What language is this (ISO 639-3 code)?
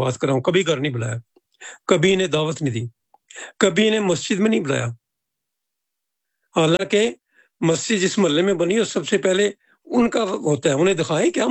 urd